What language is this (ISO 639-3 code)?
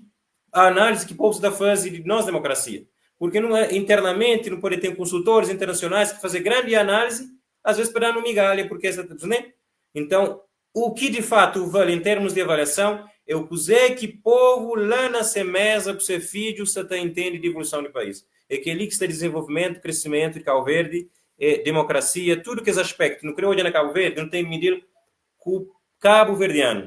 kea